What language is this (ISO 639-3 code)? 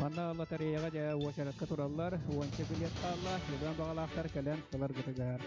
sah